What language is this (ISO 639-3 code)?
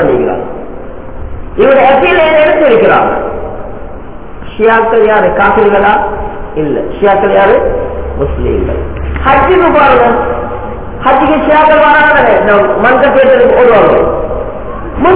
tam